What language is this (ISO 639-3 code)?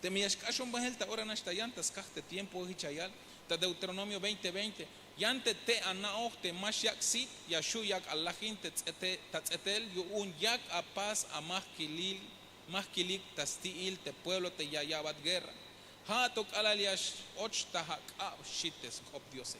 tzh